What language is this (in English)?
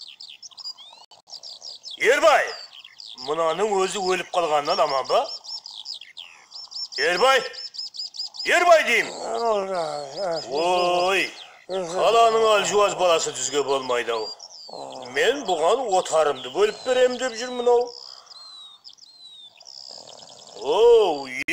Kazakh